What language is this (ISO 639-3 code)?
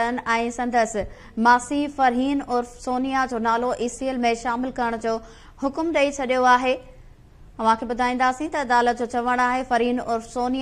snd